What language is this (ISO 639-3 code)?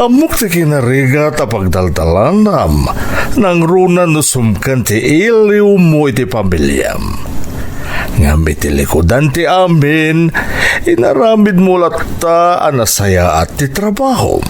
ilo